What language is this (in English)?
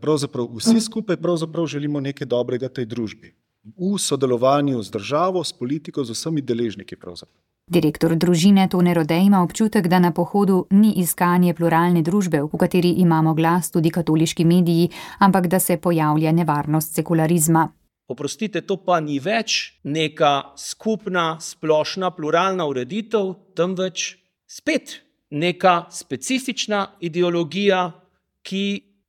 Slovenian